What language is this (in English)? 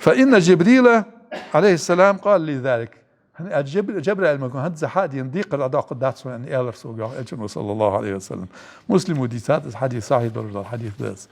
Ingush